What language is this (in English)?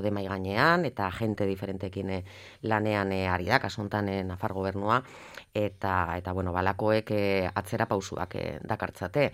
Basque